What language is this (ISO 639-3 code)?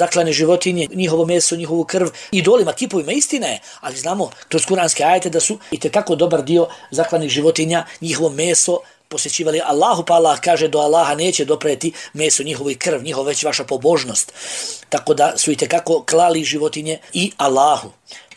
bos